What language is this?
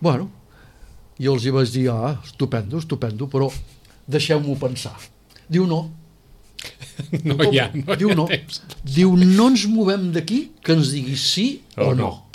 Catalan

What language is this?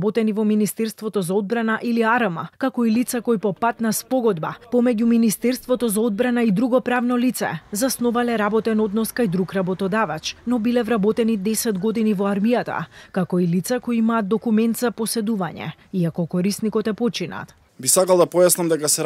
Macedonian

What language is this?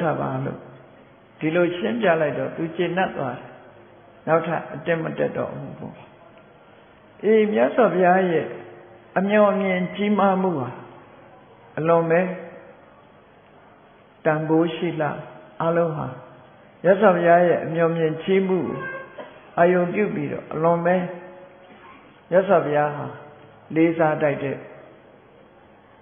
Burmese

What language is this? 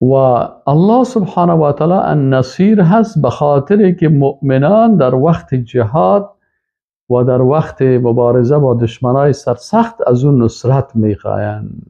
Persian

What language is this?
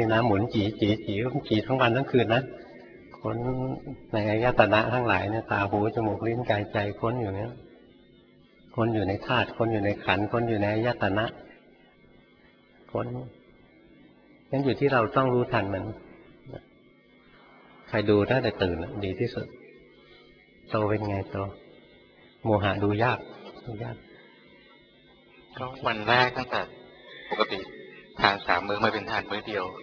Thai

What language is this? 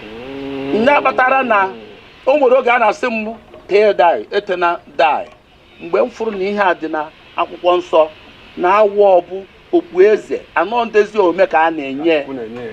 Igbo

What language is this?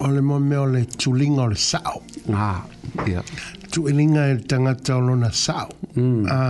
Samoan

